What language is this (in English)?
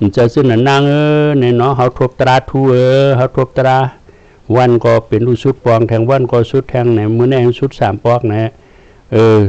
Shan